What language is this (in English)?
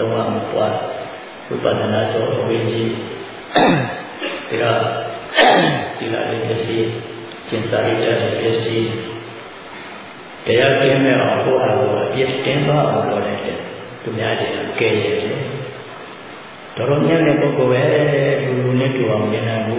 Burmese